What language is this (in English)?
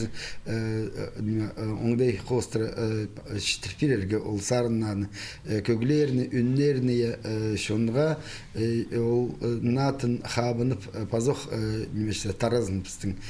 Khakas